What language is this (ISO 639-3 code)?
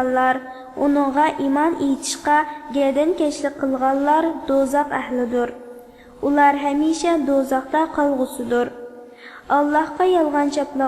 uig